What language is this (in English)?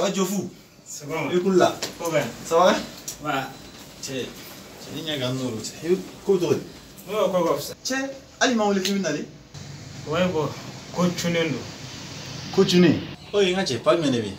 Bambara